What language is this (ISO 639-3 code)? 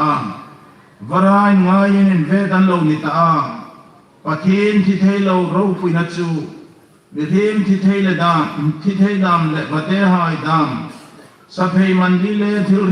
hmr